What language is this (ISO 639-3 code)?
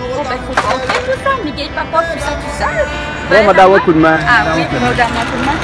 rcf